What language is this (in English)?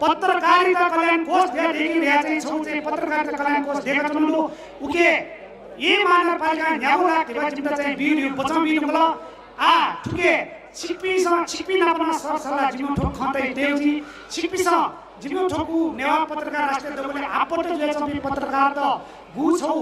Newari